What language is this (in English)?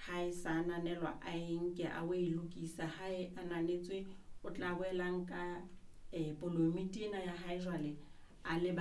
Southern Sotho